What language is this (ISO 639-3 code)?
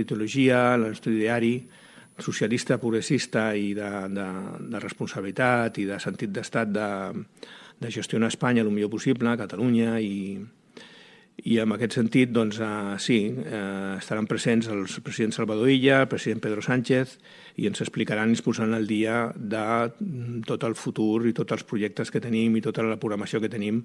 cat